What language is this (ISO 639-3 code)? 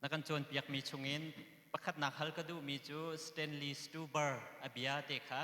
cnh